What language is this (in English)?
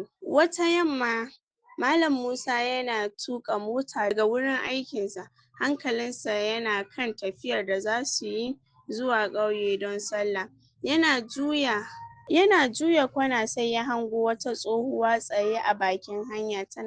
Hausa